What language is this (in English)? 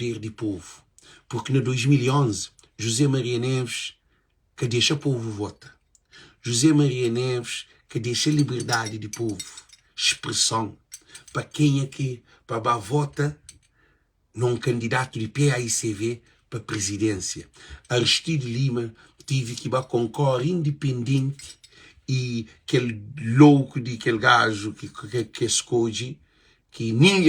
Kabuverdianu